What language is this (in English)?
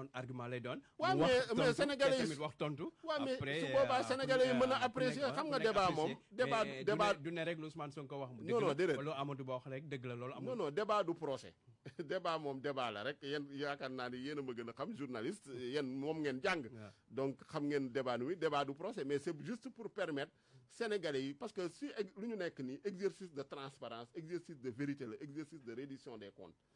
Wolof